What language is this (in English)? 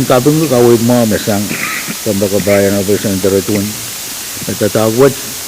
Pohnpeian